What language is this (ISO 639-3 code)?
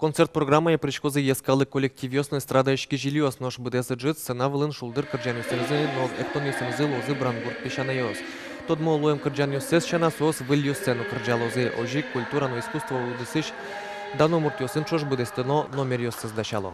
udm